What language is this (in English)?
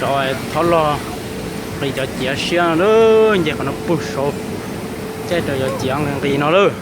Hmong